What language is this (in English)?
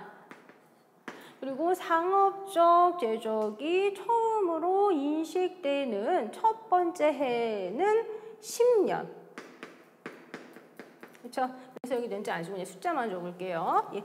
Korean